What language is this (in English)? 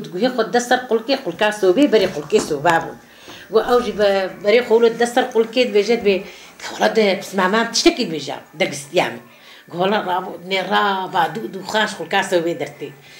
Kurdish